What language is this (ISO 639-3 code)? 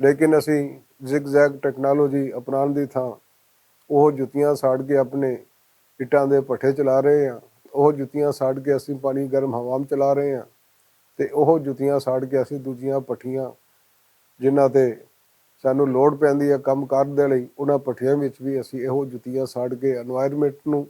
lah